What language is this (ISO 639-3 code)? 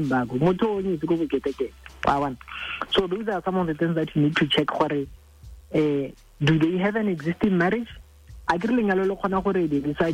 tsn